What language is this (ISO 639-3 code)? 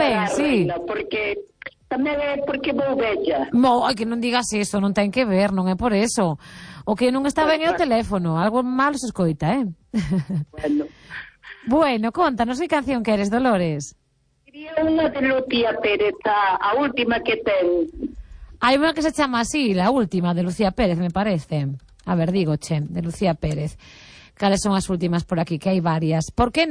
glg